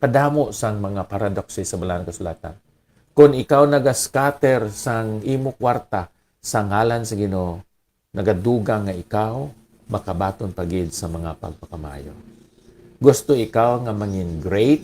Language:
Hiligaynon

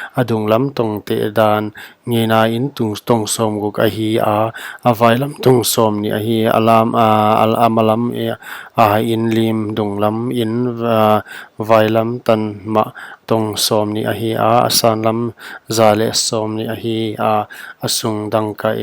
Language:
Paite Chin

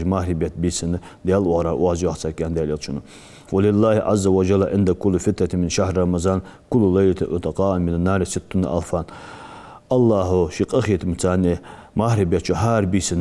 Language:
Ingush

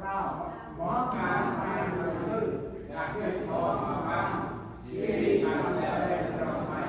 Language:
Central Mnong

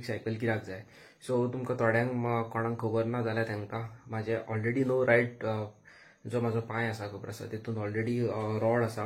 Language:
Konkani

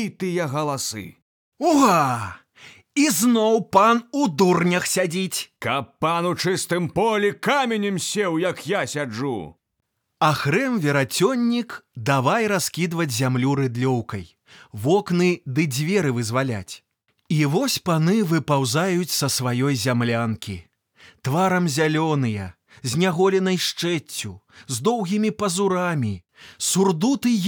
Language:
Belarusian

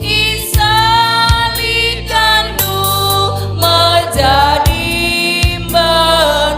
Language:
Batak Karo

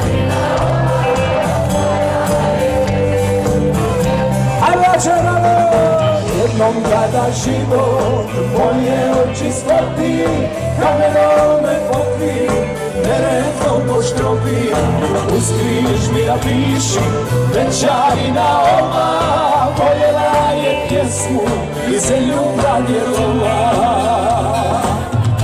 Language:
Croatian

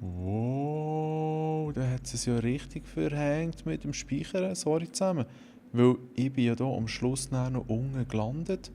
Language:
Swiss German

